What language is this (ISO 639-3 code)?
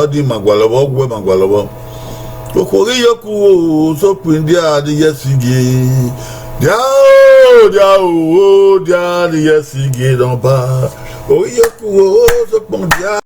bin